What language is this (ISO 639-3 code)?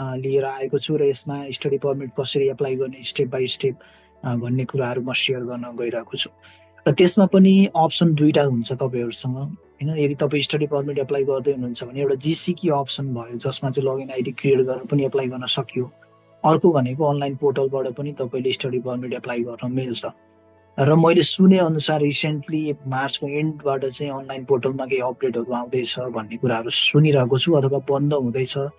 nep